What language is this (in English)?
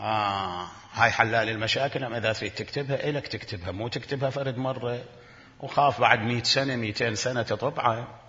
Mesopotamian Arabic